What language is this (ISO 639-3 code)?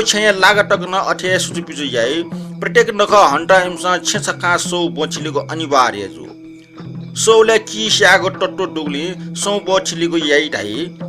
new